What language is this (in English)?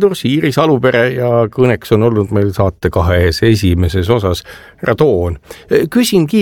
Estonian